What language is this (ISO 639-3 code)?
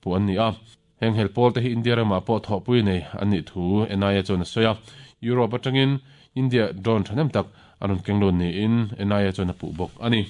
lus